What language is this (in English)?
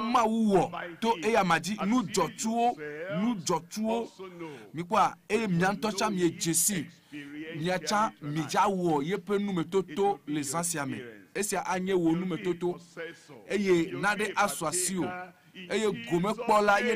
Ewe